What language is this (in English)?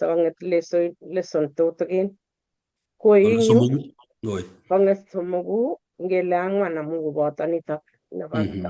Kalenjin